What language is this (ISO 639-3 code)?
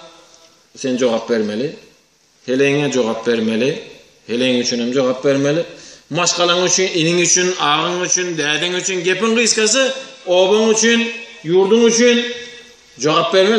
tuk